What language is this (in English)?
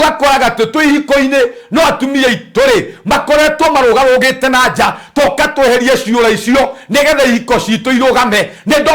Kikuyu